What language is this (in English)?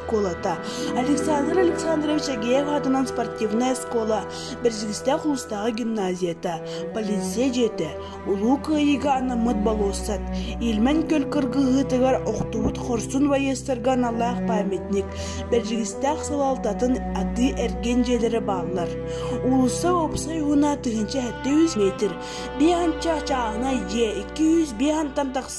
Yakut